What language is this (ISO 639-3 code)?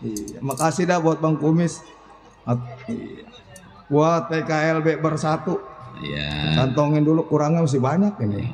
bew